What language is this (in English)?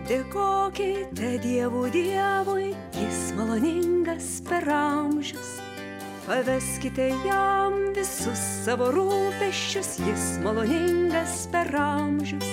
Lithuanian